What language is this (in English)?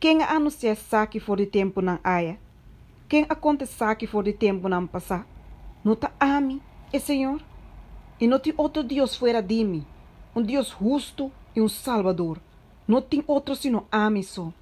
Papiamento